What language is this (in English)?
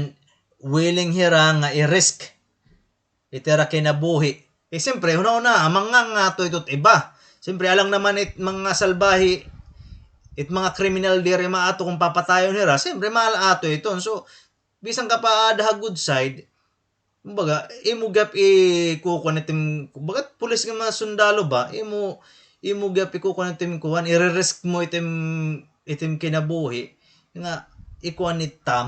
Waray